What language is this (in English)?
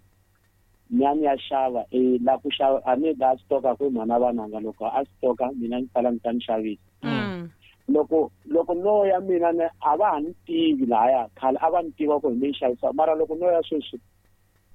Tsonga